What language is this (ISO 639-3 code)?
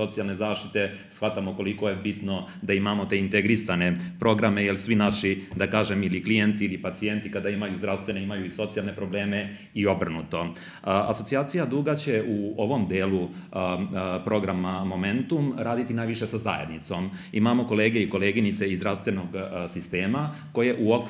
srp